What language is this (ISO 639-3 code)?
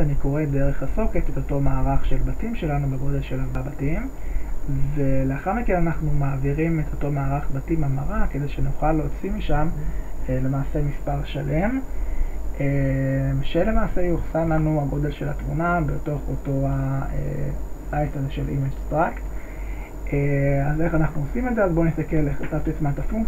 heb